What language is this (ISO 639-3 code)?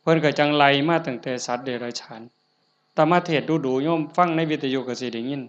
tts